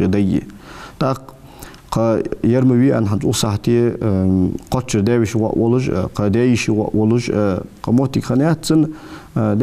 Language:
Ingush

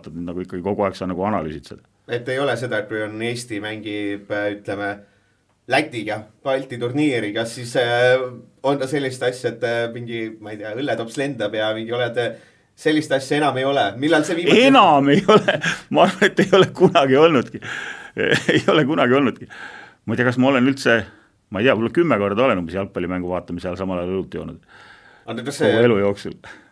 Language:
Estonian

